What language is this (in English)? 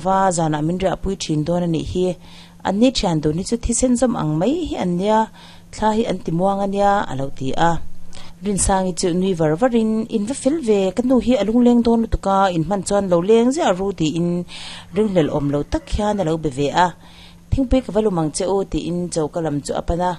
Mizo